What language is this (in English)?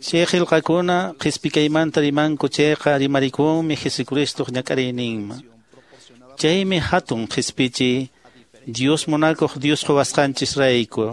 Quechua